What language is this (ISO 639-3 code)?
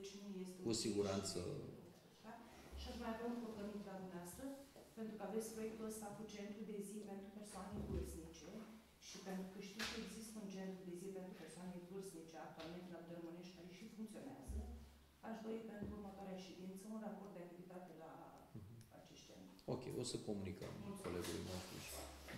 ron